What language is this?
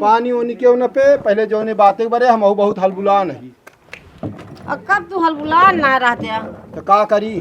Awadhi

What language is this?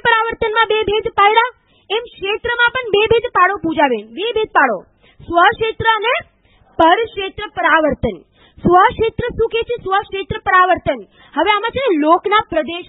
Gujarati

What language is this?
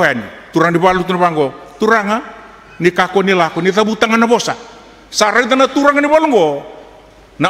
Fijian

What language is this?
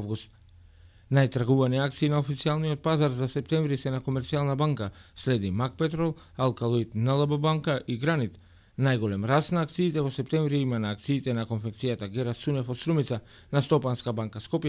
Macedonian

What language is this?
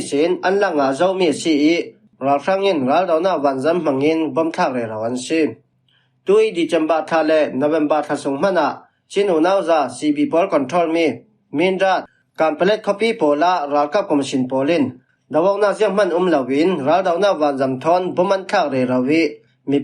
Falam Chin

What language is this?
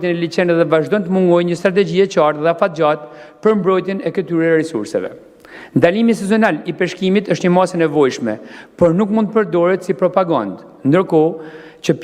Albanian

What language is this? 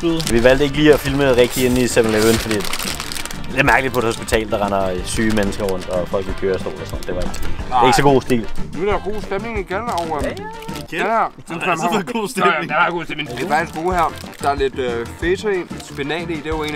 Danish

